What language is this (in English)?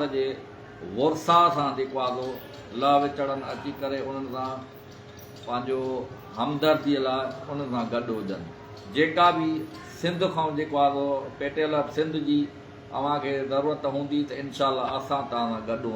Sindhi